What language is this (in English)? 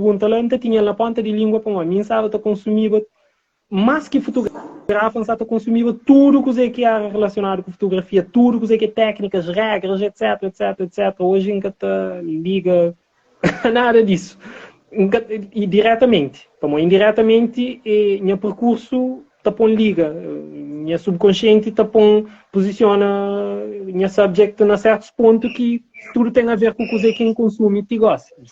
Kabuverdianu